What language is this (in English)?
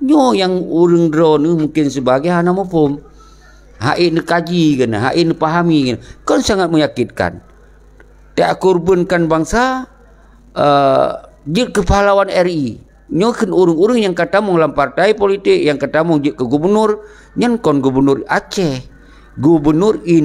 Achinese